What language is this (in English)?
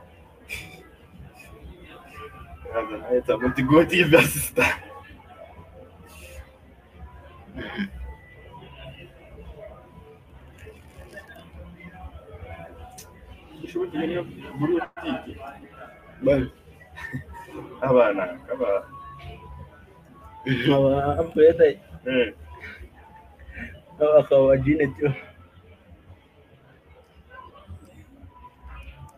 Kinyarwanda